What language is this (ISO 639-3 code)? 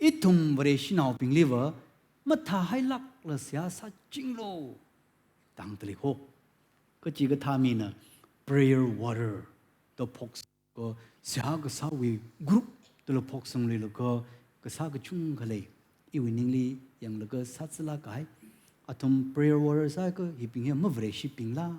nmf